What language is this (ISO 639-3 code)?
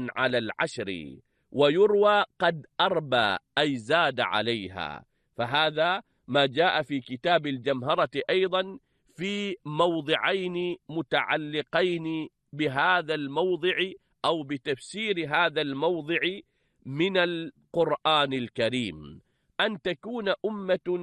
ara